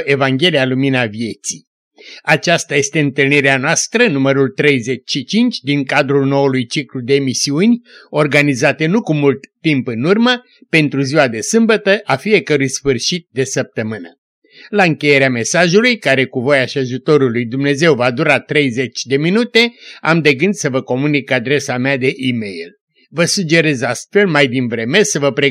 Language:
Romanian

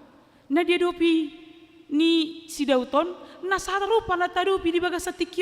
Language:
Batak Toba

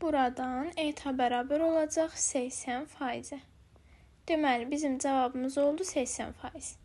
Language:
Azerbaijani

